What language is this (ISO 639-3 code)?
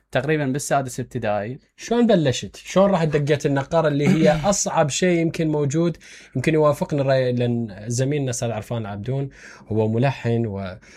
acm